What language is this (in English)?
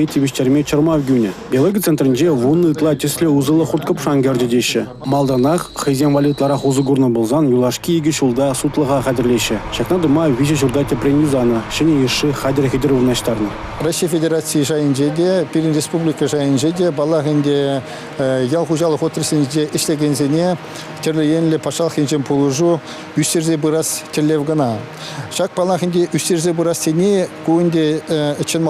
Chuvash